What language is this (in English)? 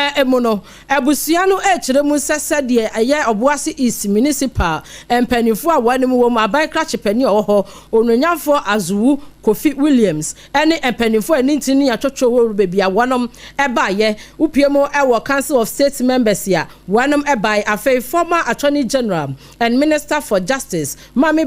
Akan